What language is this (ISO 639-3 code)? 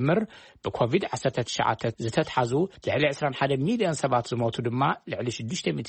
tir